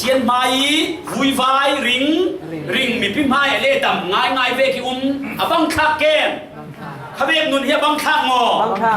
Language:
Falam Chin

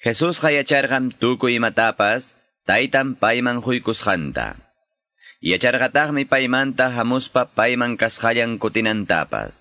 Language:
Quechua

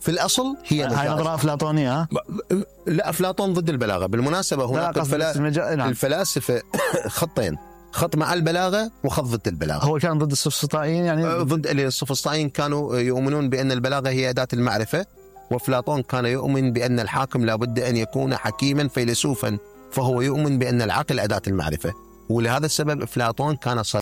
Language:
Mesopotamian Arabic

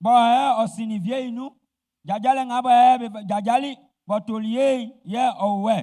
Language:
Baoulé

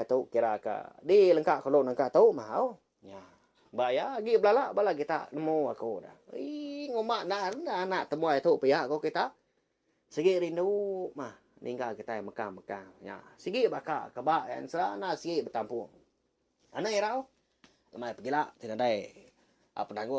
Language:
Iban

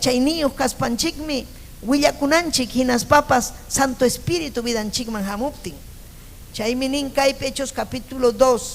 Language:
Ayacucho Quechua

